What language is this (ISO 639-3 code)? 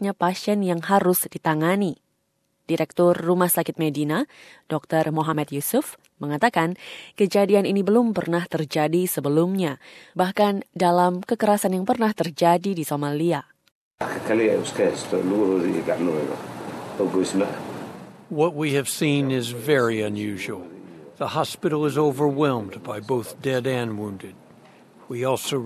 ind